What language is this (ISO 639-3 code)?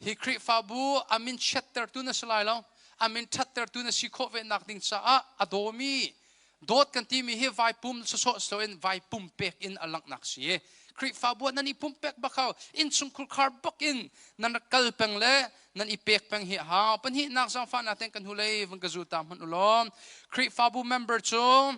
cnh